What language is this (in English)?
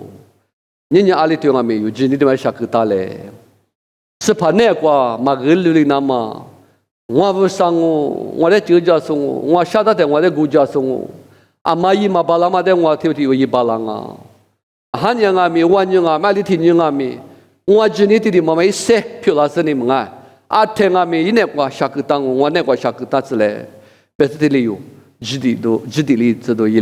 Lisu